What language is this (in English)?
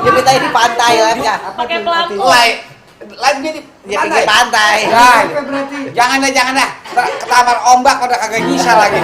Betawi